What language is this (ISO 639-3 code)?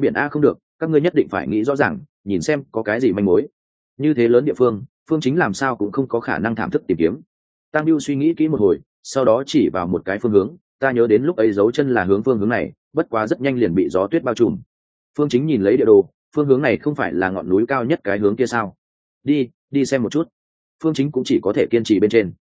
vie